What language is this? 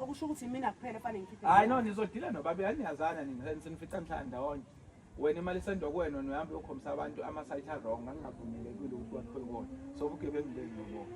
Zulu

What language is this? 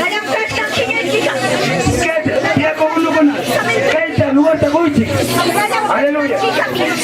Ayacucho Quechua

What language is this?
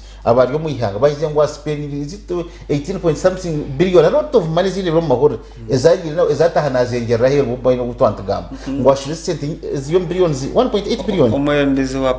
Nyankole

